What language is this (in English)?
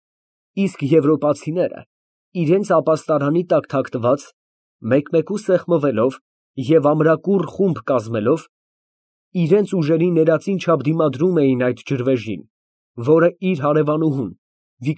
Armenian